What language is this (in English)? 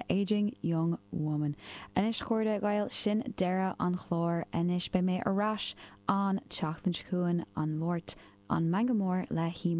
Irish